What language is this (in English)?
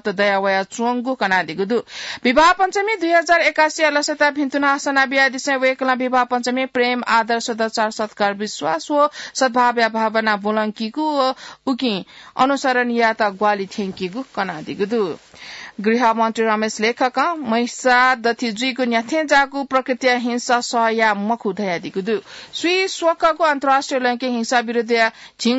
Newari